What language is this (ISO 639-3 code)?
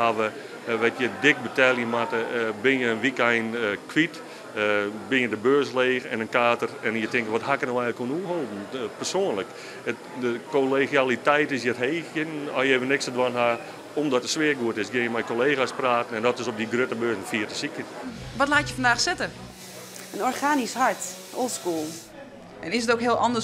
fry